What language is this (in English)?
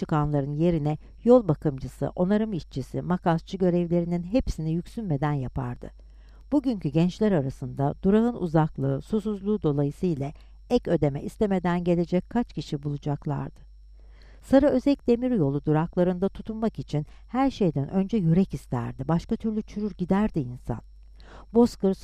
Turkish